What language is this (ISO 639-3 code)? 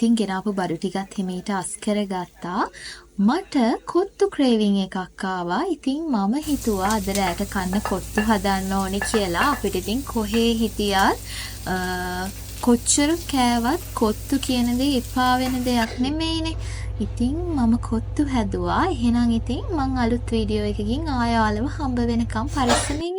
sin